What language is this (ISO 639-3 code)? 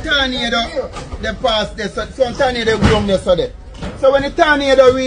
jam